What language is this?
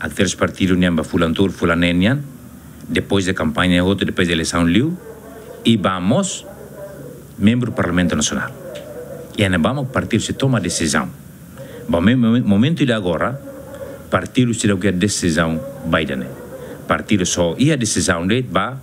Tetum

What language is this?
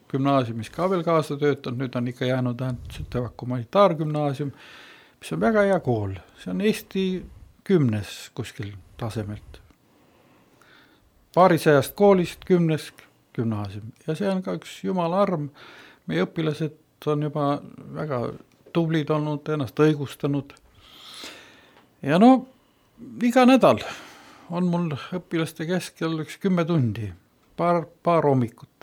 Estonian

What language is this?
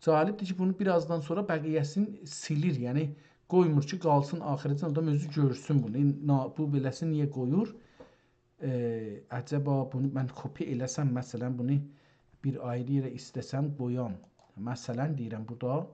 South Azerbaijani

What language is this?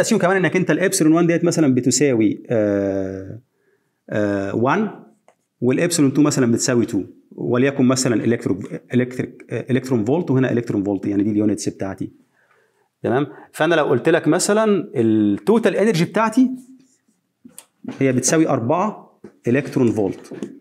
Egyptian Arabic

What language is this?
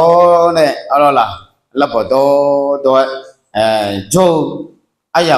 Akha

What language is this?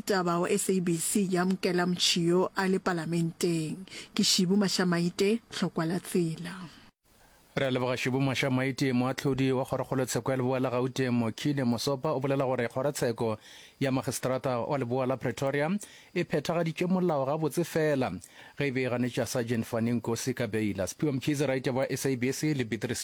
Northern Sotho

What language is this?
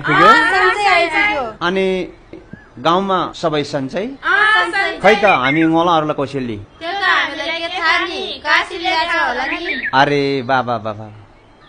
Nepali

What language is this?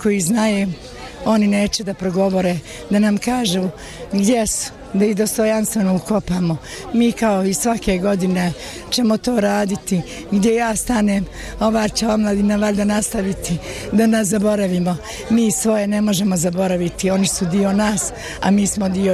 Bosnian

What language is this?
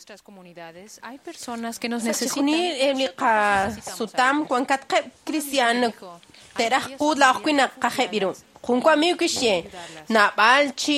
Kekchí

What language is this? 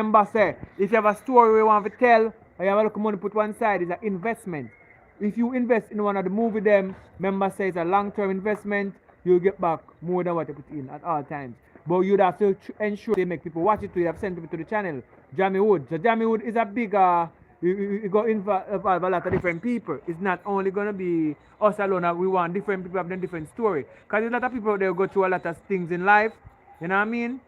Jamaican Creole English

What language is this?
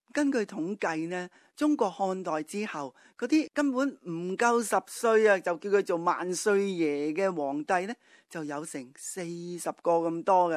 Cantonese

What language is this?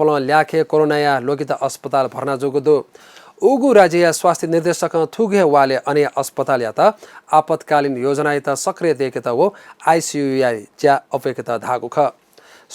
Newari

